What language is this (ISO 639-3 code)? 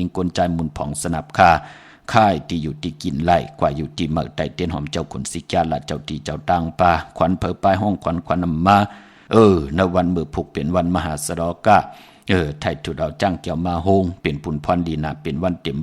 shn